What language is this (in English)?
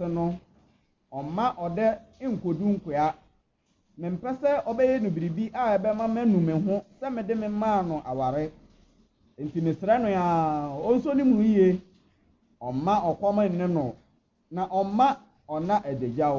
Akan